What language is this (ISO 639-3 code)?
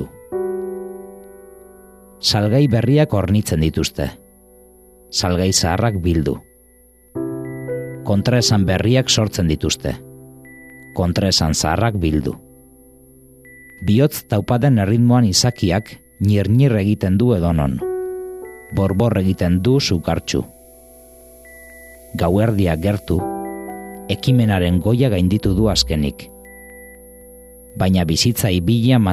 eus